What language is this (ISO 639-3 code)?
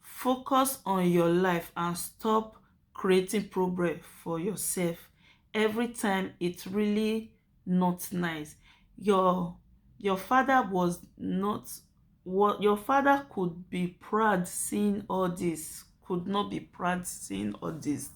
pcm